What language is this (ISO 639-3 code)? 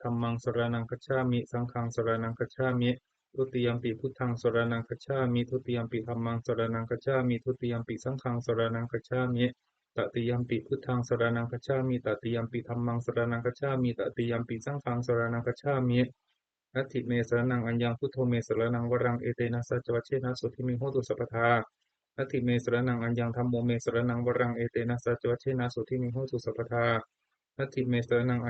pli